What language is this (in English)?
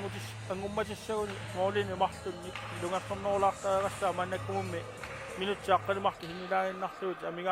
Kalaallisut